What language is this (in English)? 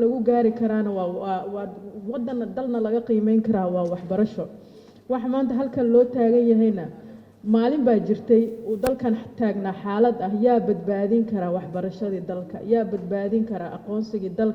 Somali